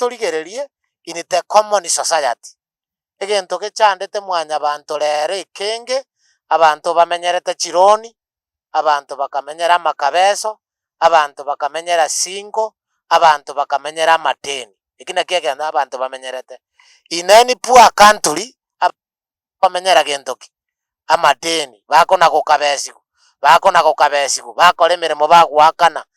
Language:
Gusii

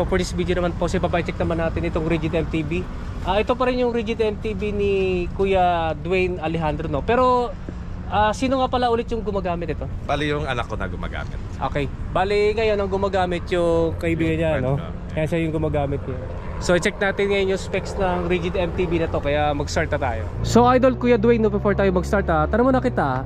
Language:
Filipino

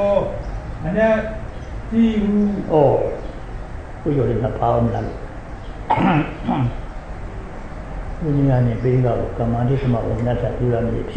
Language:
Burmese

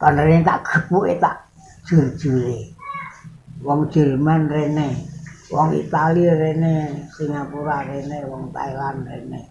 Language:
Javanese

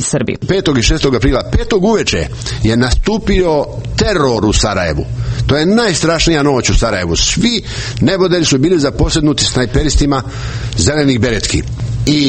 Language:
Serbian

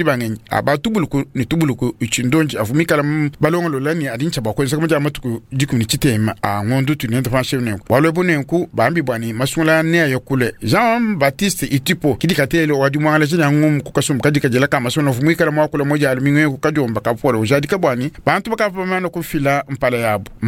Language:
Luba-Lulua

